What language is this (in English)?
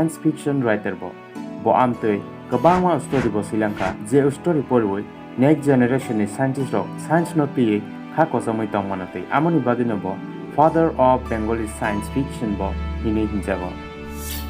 Kok Borok